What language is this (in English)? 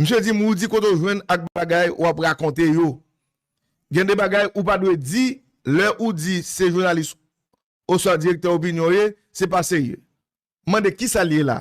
Haitian Creole